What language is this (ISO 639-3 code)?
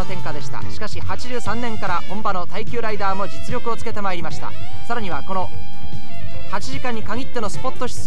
jpn